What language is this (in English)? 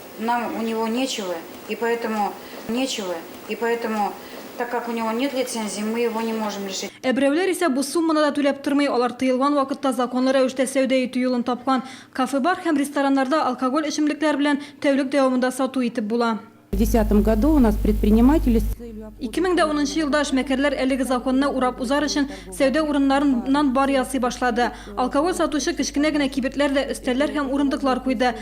Tatar